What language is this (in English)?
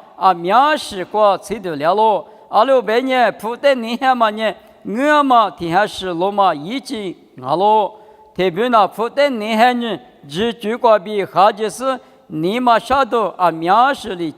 Lisu